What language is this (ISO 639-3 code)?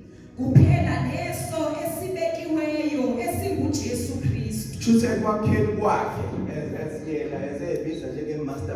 zul